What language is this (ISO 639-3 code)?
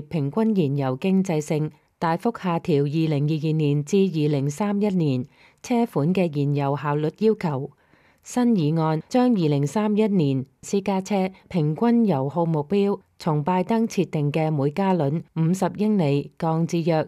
yue